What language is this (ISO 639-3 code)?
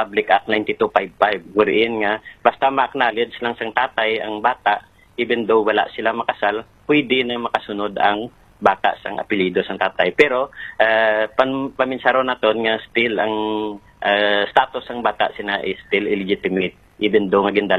hil